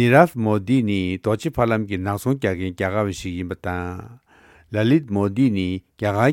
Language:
Tibetan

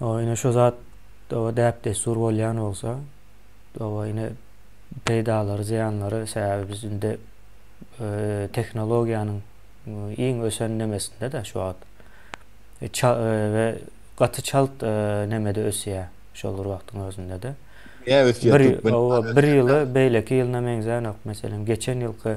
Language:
Turkmen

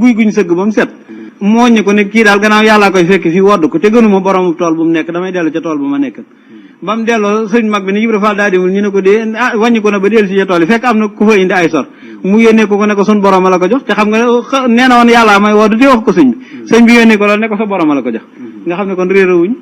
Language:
Wolof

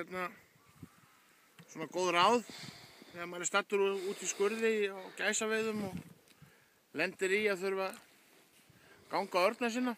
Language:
Icelandic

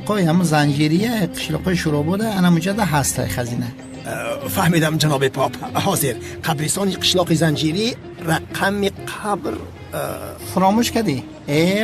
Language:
Tajik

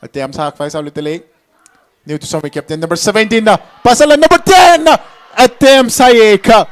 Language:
Tangkhul Naga (India)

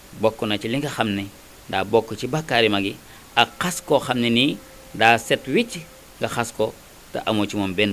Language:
Wolof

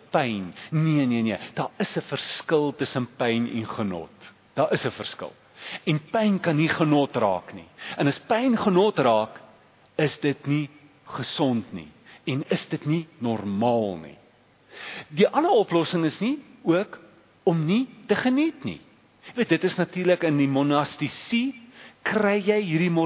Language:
Afrikaans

